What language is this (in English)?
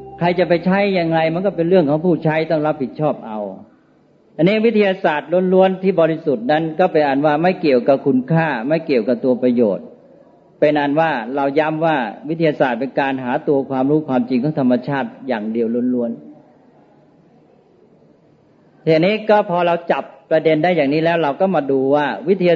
Thai